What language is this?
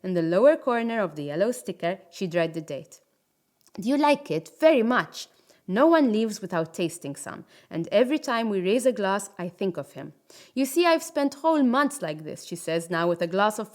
English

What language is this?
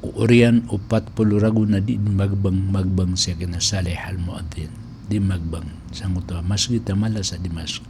Maranao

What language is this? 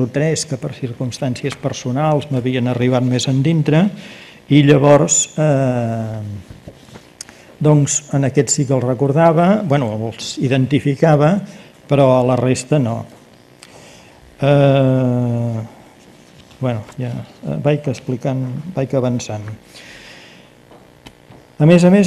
Catalan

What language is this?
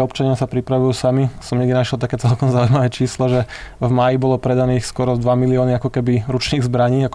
Slovak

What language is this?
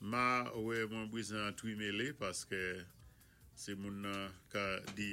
Saint Lucian Creole French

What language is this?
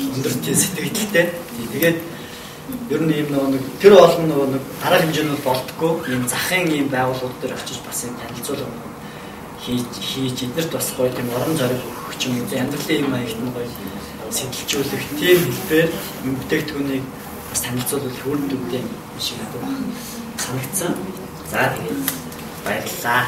Mongolian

